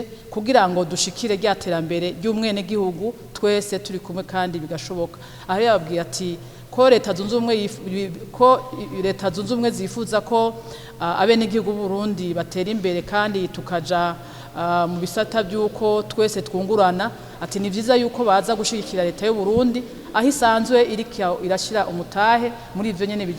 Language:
Rundi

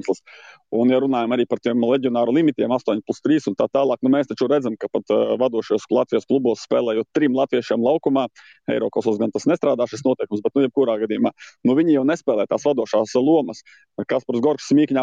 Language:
Latvian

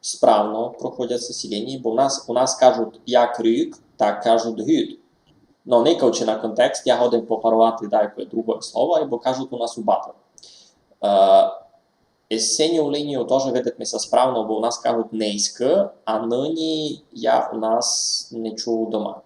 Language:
Rusyn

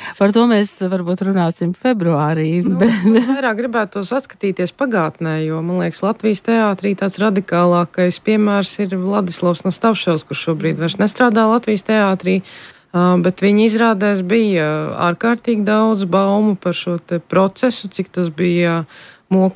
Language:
Latvian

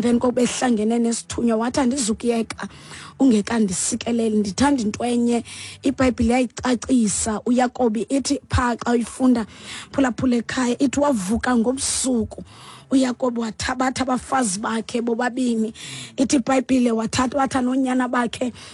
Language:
Xhosa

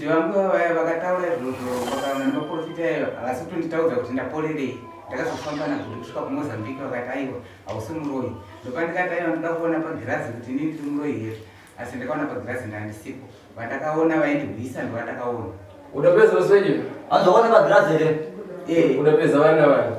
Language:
Shona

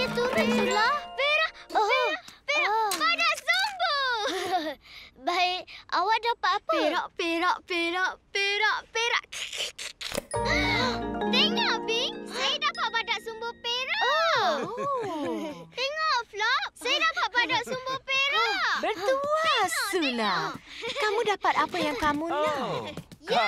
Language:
Malay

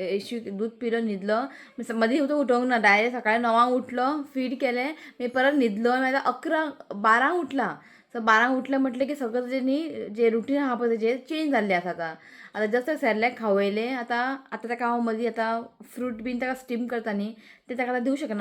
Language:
Konkani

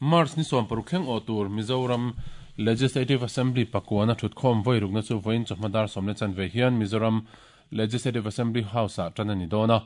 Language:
Mizo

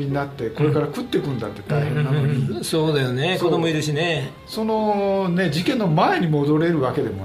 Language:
Japanese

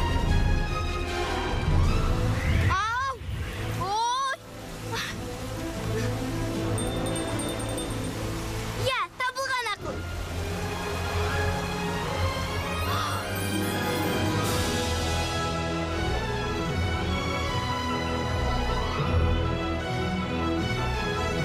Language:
Kazakh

